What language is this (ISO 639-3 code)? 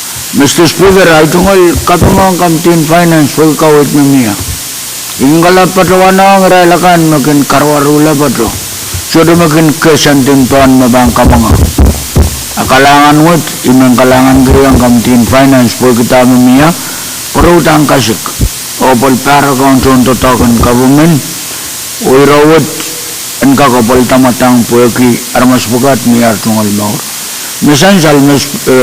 pon